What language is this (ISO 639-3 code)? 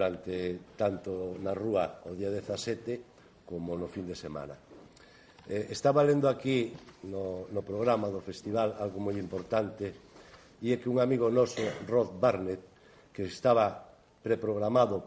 glg